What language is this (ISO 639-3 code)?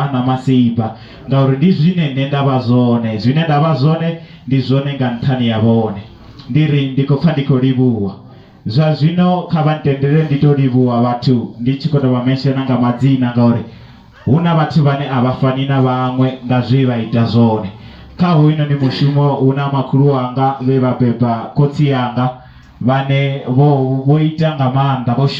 ven